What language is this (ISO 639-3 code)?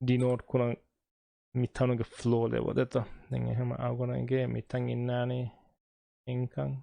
div